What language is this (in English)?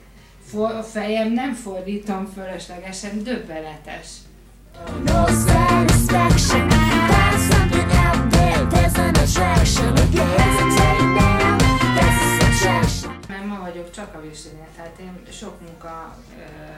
Hungarian